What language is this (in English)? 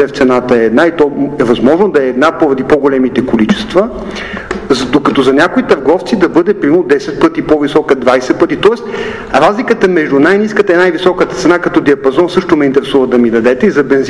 Bulgarian